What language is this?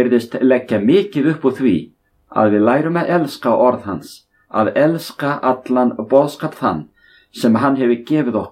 Icelandic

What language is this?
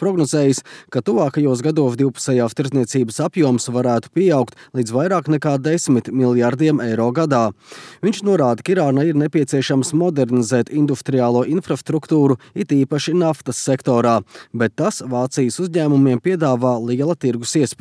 Latvian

